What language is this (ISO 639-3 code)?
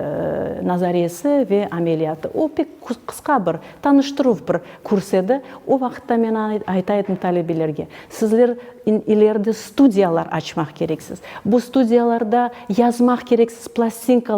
crh